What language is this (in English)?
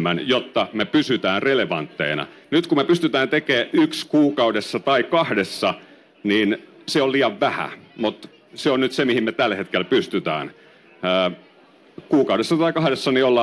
Finnish